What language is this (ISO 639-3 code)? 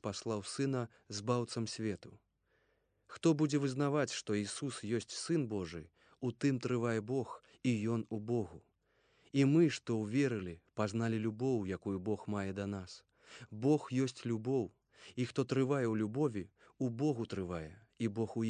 bel